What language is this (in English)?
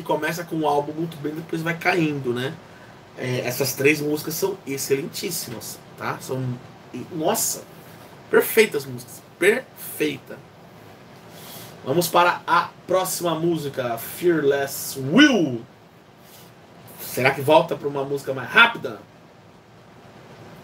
Portuguese